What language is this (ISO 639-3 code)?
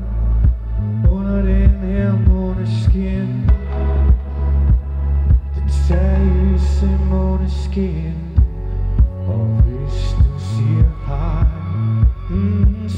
dan